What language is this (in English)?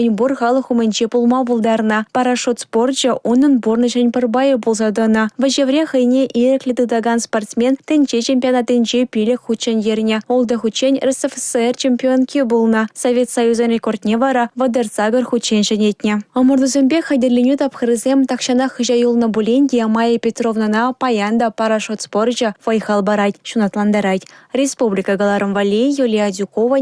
Chuvash